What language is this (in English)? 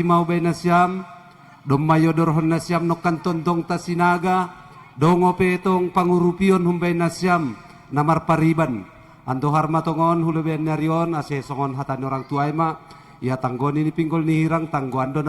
Batak Simalungun